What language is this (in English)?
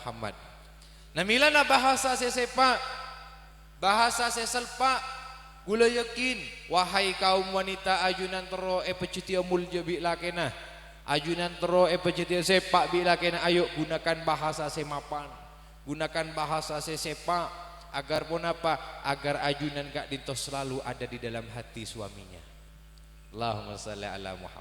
Madurese